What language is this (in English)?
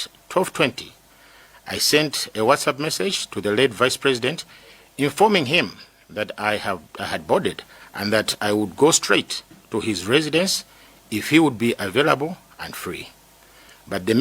Nyanja